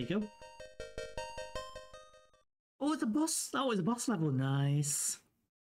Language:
English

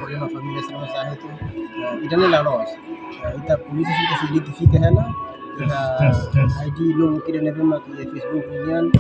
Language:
Tetum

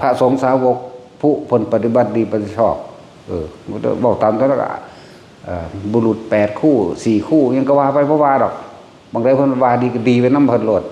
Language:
Northeastern Thai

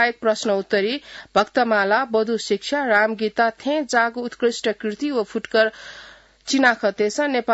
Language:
Newari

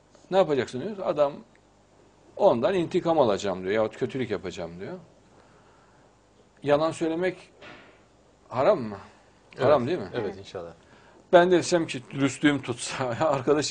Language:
Turkish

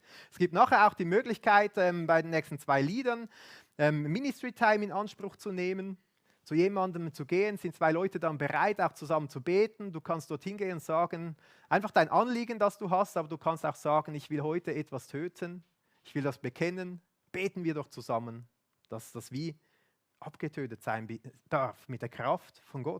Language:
Swiss German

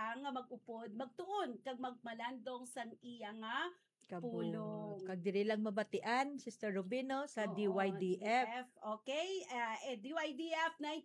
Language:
Hiligaynon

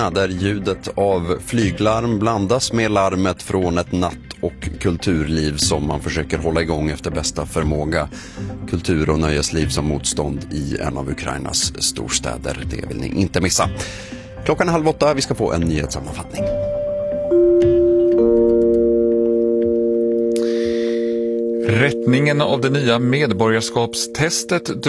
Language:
Swedish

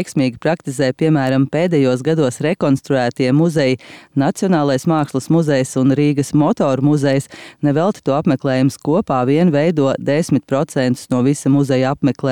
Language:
Latvian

